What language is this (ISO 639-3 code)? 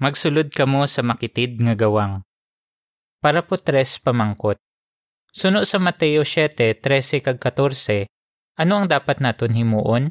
hil